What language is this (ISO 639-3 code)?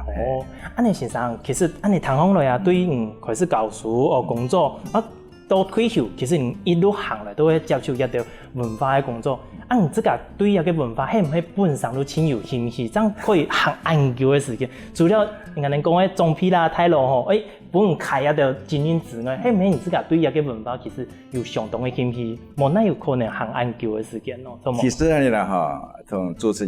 hak